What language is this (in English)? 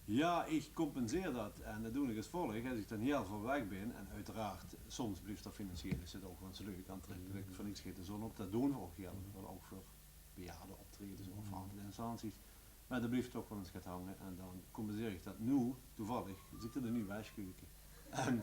Limburgish